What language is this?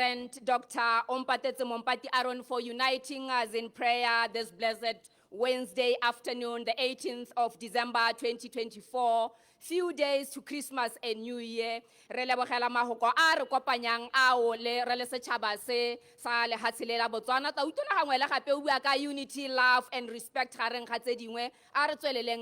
Tswana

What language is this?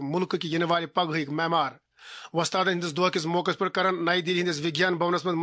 Kashmiri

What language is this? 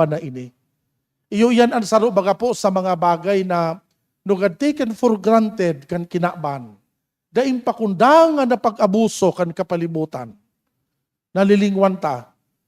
Bikol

